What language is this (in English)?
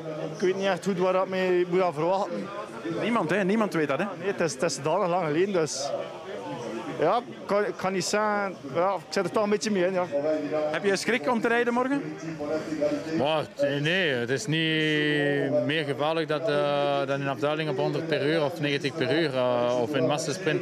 Dutch